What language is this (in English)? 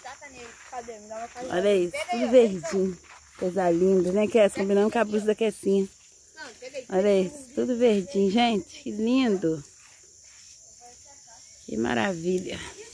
Portuguese